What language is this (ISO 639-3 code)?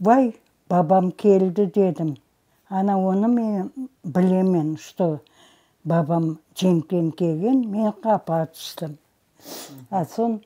crh